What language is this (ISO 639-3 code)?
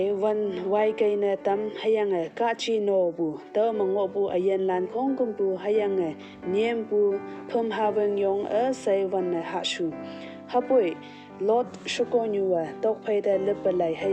nbe